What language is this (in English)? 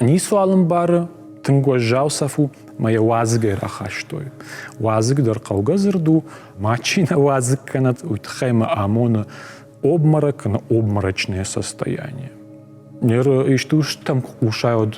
Ossetic